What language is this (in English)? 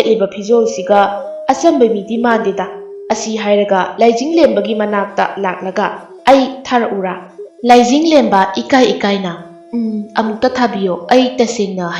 Manipuri